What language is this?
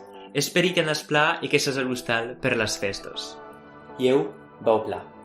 Occitan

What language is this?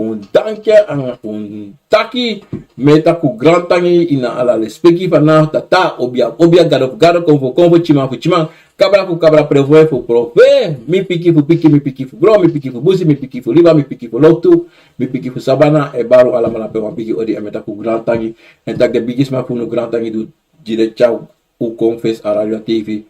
Sranan Tongo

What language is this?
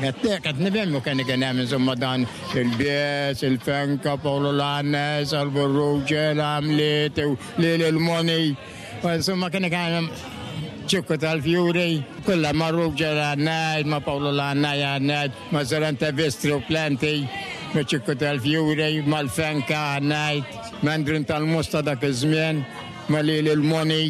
Maltese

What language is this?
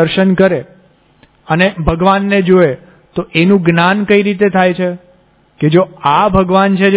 Gujarati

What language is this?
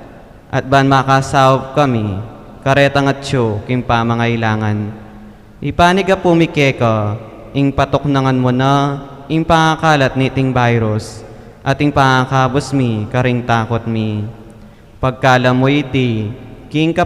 Pampanga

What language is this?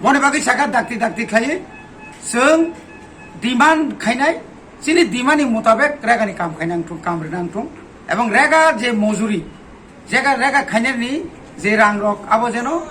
Kok Borok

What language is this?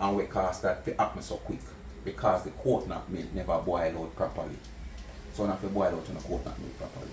Jamaican Creole English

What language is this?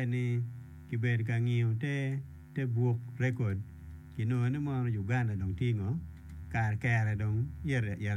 Acoli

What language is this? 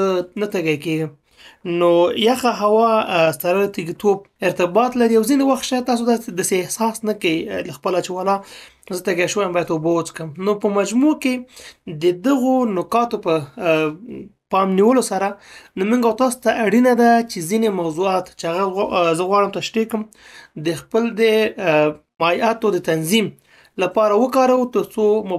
Pashto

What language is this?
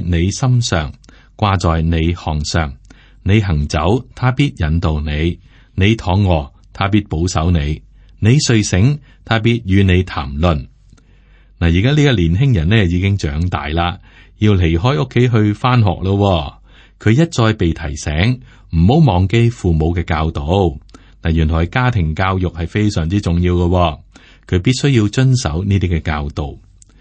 Cantonese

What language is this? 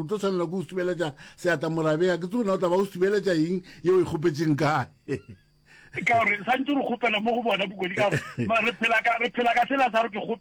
Northern Sotho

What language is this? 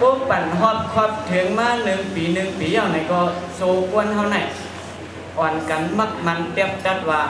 Shan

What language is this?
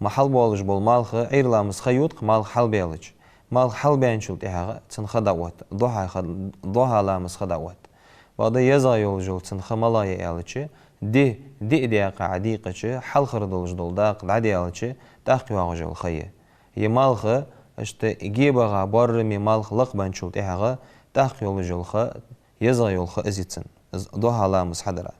Ingush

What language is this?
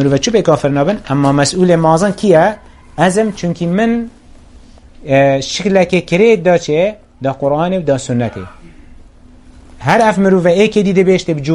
Kurdish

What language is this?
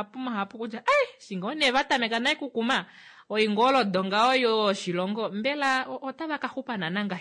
Kuanyama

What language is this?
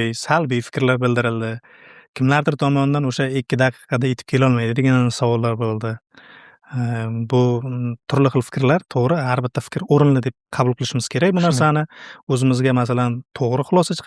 Uzbek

